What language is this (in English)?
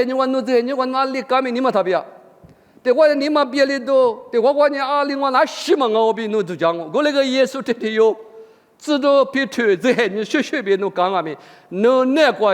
Lisu